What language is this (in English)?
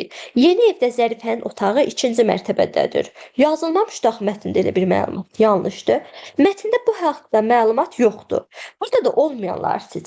Azerbaijani